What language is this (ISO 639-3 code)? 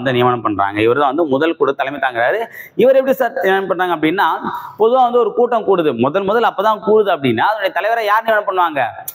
tam